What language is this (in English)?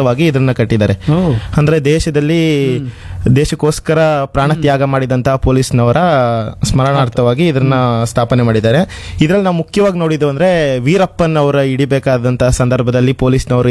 Kannada